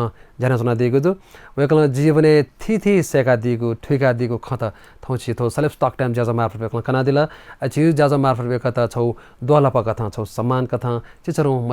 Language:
Newari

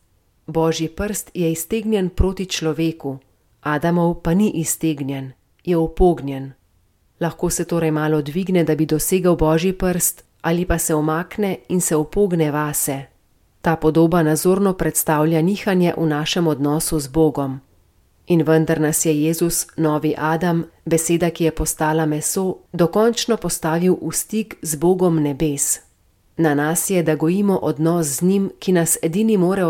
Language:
Slovenian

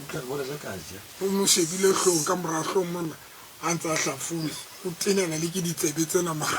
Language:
Tswana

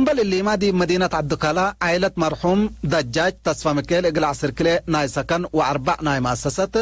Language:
Tigre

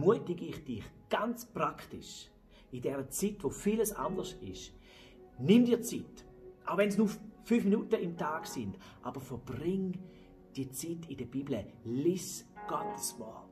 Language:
Swiss German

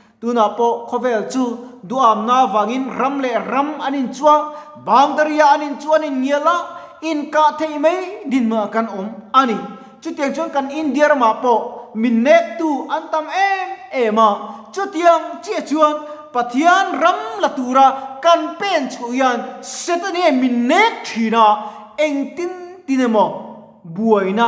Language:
Mizo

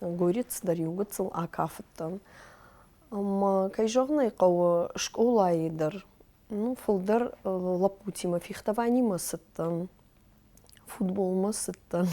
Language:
Ossetic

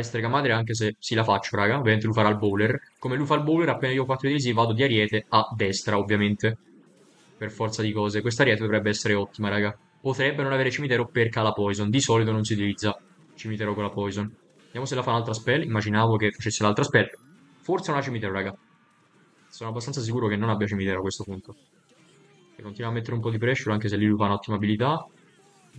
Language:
Italian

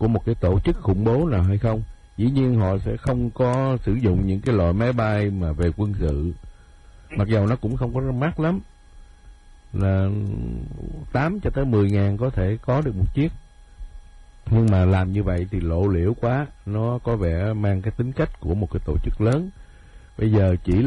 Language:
Vietnamese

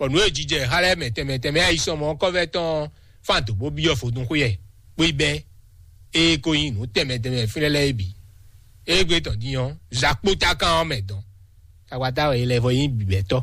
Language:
Fon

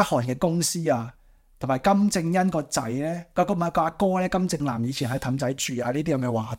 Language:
Cantonese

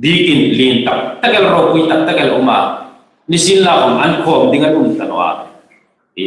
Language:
Hmar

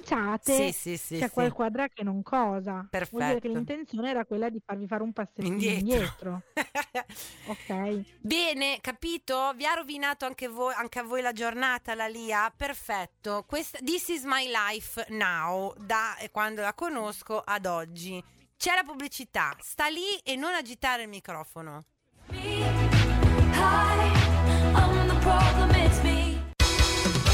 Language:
Italian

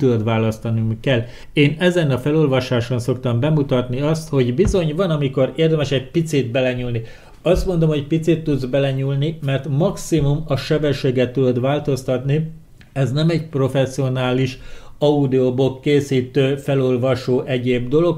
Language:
Hungarian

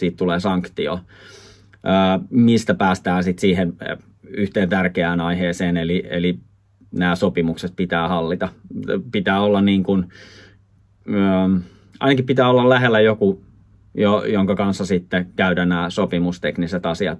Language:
Finnish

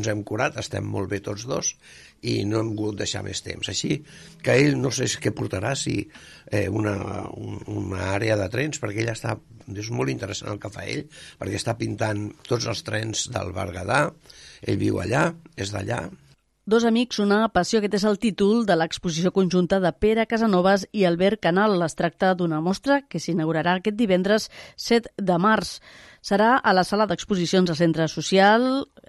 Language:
Catalan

